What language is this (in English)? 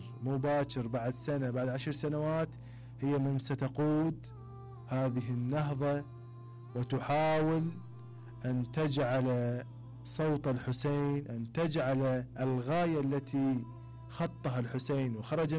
Mesopotamian Arabic